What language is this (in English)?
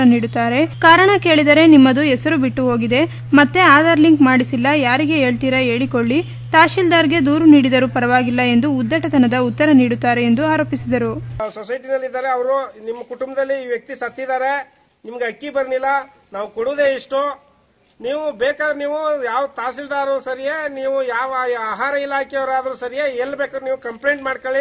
Kannada